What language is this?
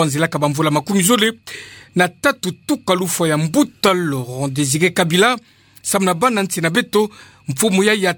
Kituba (Democratic Republic of Congo)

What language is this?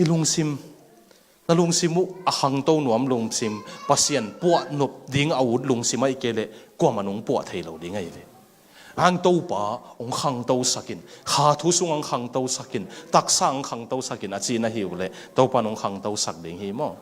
Tedim Chin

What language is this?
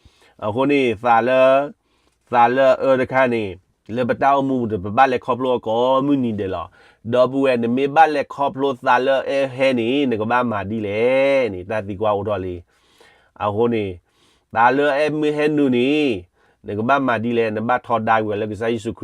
S'gaw Karen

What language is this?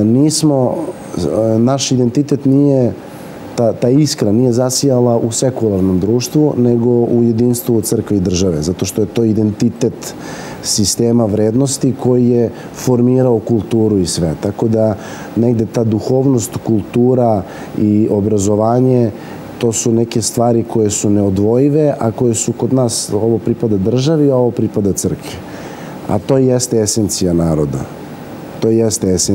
Serbian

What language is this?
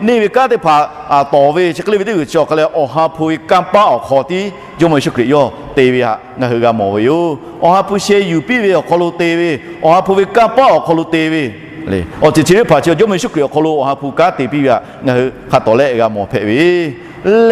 Lahu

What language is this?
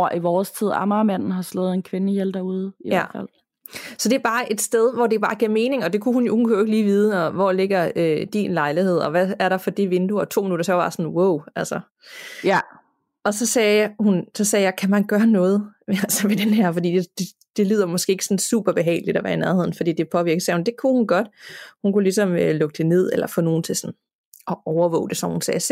Danish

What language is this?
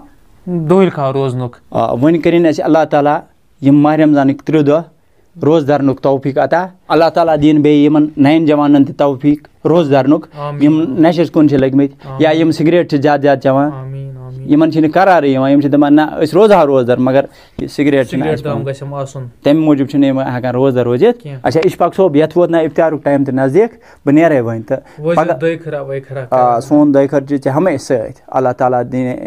Kashmiri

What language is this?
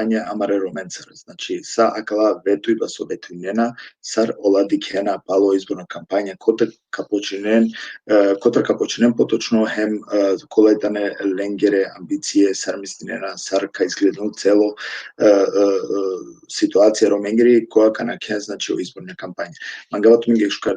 Balkan Romani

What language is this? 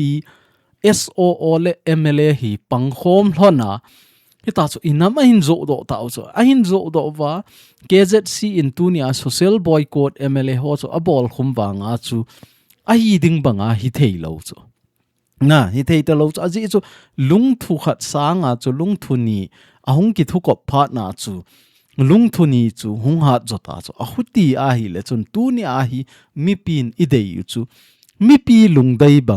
Thado Chin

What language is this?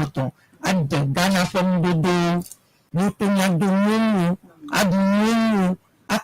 Ewe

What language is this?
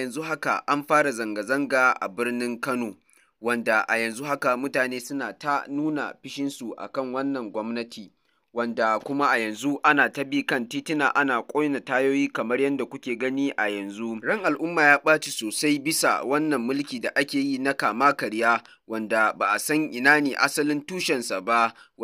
Hausa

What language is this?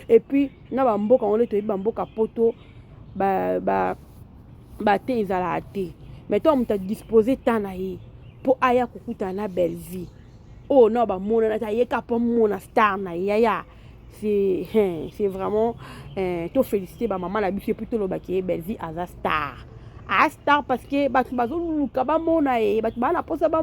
Lingala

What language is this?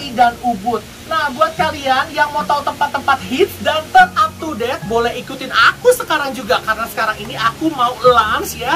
Indonesian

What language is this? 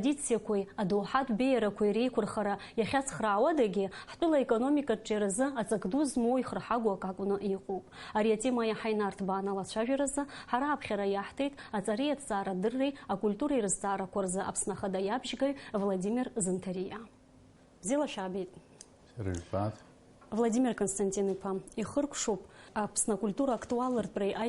Abkhazian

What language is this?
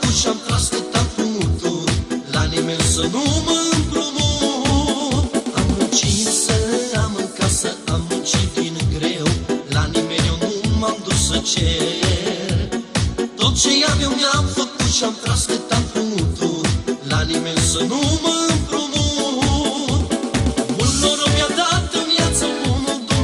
Romanian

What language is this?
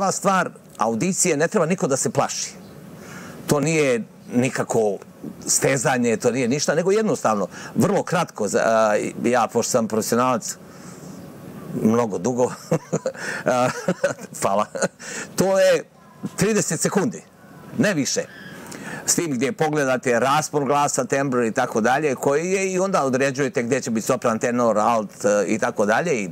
Bosnian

